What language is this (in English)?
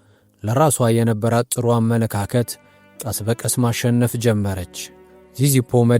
Amharic